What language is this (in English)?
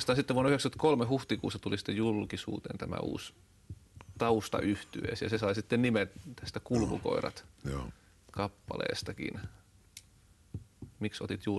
Finnish